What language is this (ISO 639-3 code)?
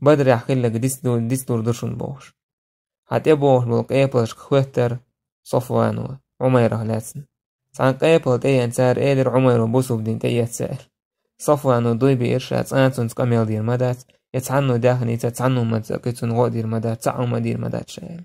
che